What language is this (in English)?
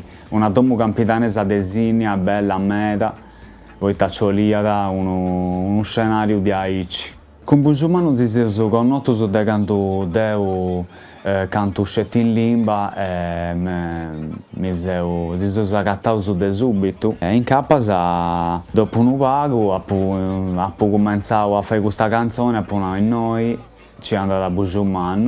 Sardinian